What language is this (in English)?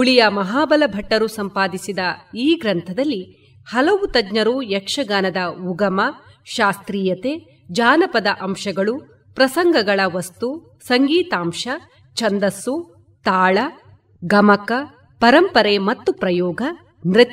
Kannada